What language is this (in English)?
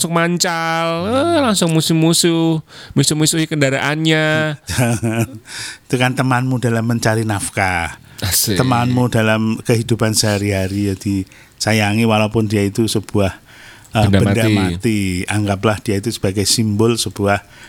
Indonesian